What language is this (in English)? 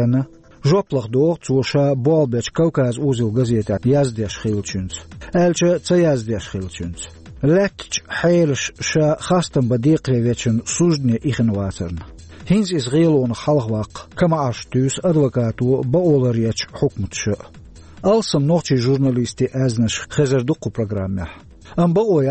Chechen